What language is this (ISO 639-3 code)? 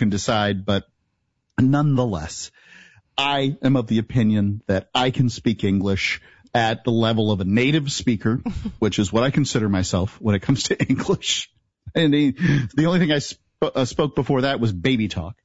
eng